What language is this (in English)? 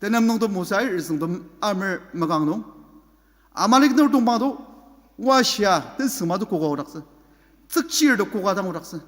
Ao Naga